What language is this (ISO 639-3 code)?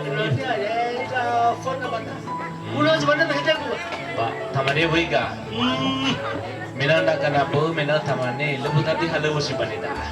nia